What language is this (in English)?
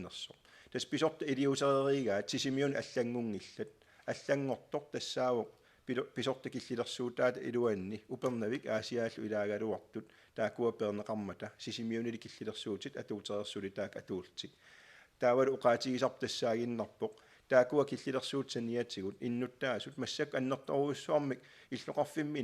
Kalaallisut